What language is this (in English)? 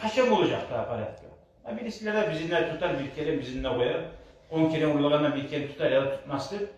Kumyk